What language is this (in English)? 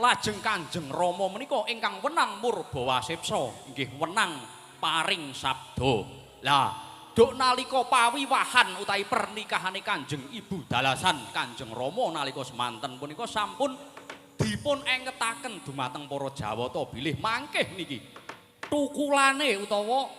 Javanese